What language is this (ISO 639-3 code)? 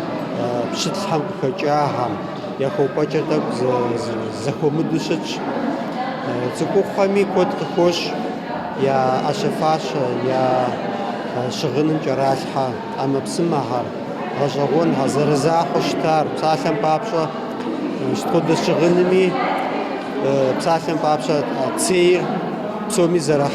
kbd